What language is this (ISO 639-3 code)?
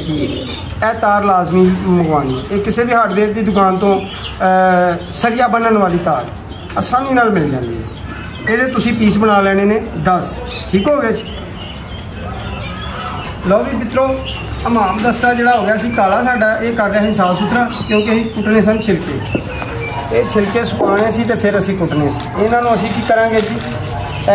pan